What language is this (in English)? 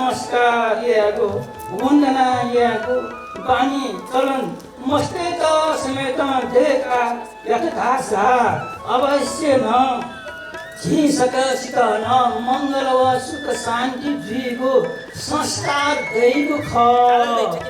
Newari